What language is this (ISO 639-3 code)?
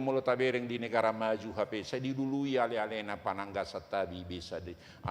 bbc